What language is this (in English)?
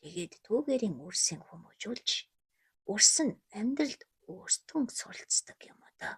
Mongolian